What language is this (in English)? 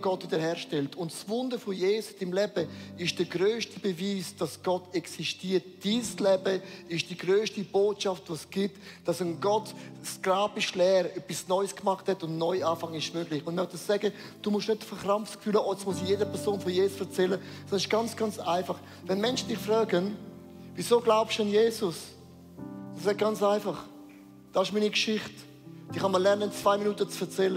Swiss German